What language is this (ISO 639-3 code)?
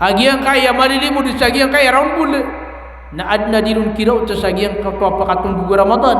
mrw